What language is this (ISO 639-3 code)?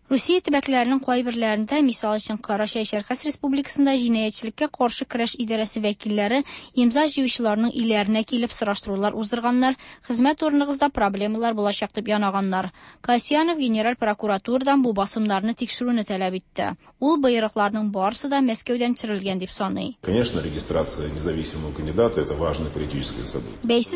tat